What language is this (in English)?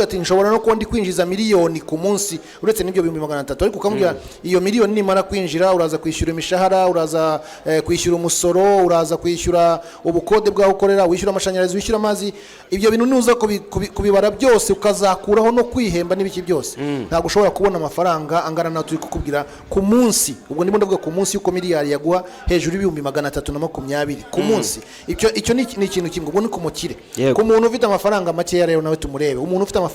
Kinyarwanda